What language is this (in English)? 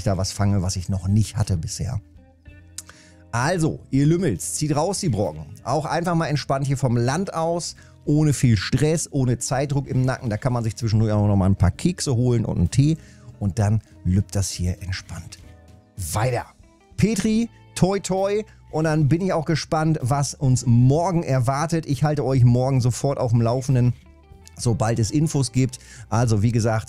German